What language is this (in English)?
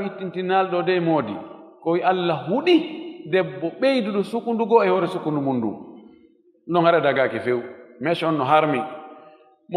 Fula